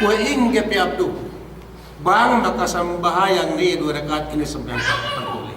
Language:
Yakan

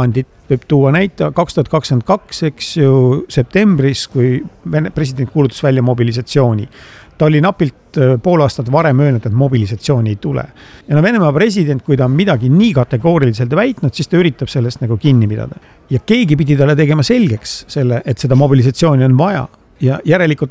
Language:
Estonian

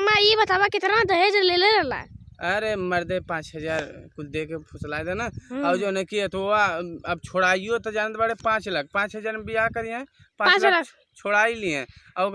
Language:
Bhojpuri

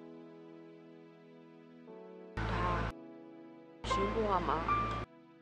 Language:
Burmese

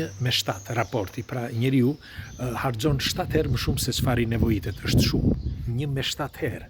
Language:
Albanian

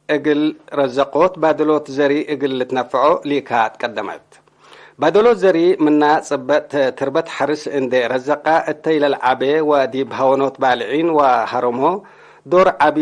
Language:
Tigre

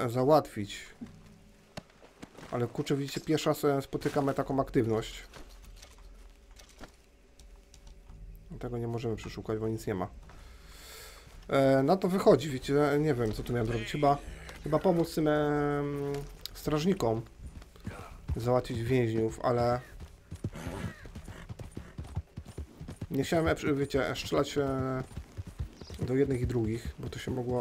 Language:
Polish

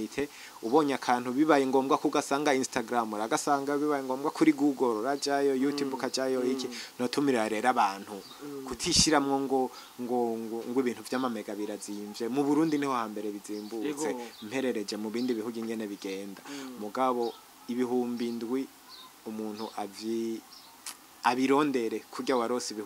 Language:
Rundi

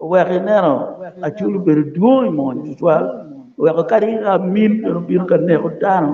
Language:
Acoli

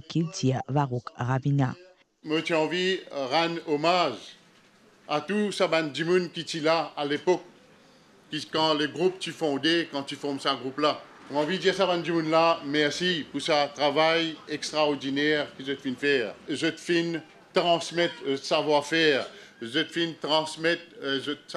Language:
Morisyen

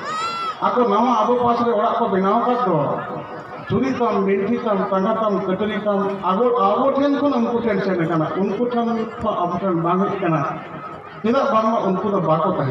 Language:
Santali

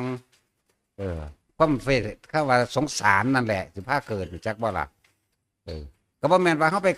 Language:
Northeastern Thai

